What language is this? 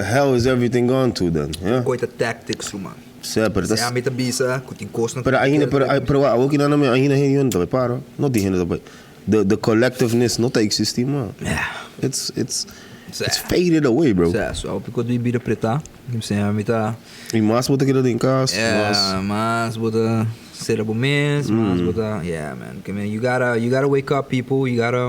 Papiamento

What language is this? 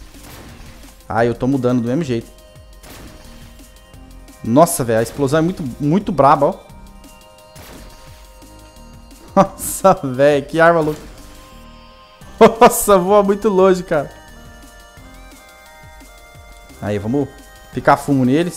Portuguese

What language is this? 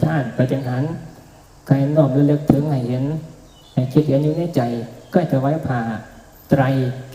Northeastern Thai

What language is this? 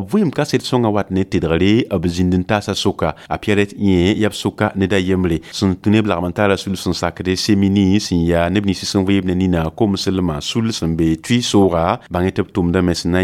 Mossi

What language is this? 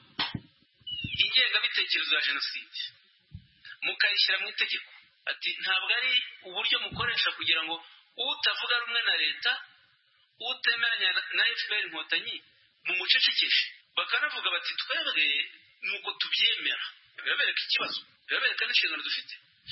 Kinyarwanda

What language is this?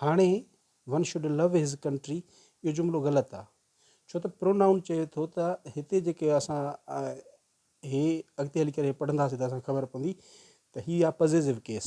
Sindhi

